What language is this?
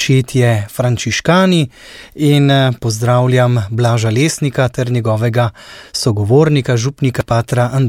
Slovenian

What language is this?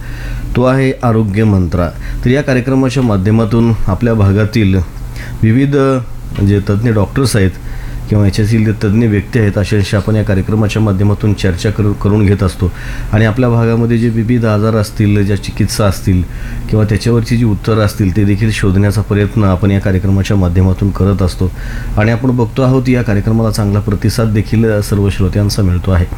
Marathi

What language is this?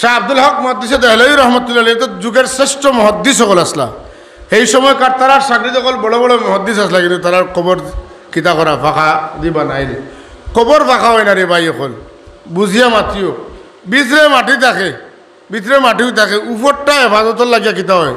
Sylheti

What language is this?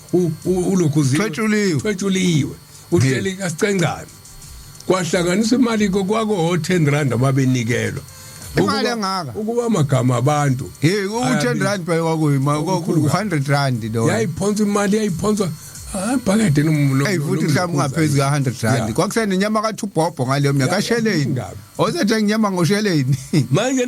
Zulu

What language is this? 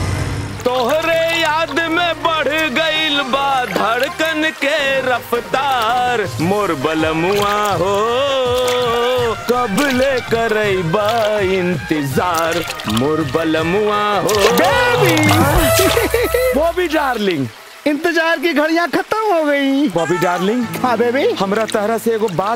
Bhojpuri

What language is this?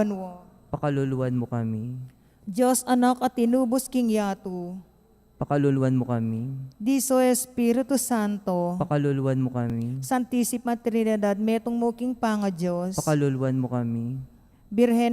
Pampanga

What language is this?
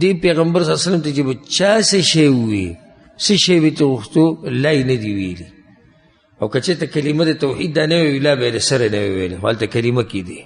Pashto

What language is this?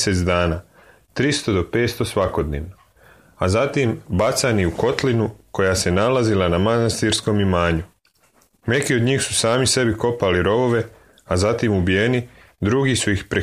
Serbian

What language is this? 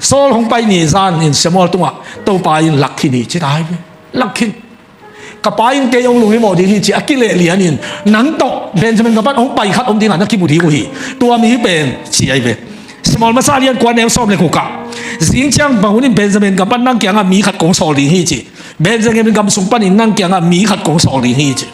Tedim Chin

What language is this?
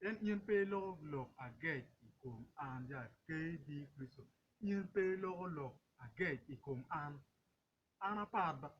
Acoli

